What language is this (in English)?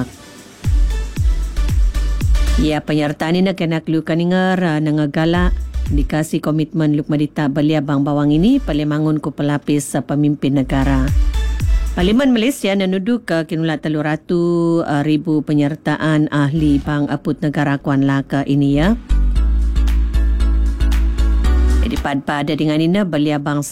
Malay